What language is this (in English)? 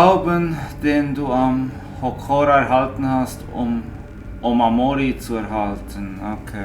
Swiss German